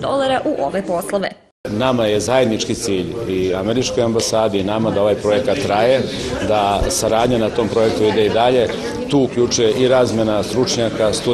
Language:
Serbian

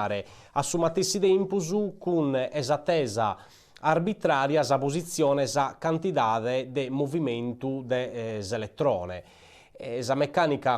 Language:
Sardinian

